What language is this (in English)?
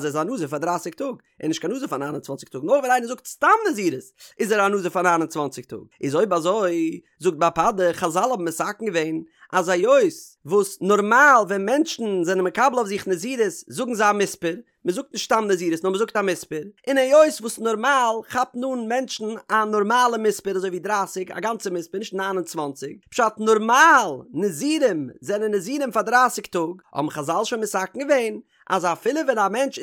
Yiddish